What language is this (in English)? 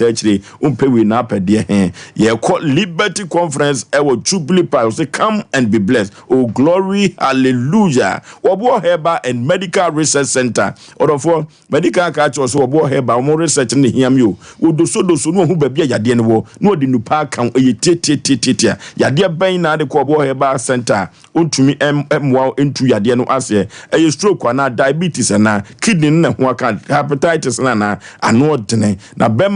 Akan